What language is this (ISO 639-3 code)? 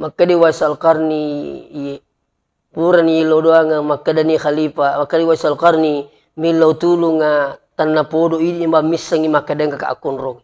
bug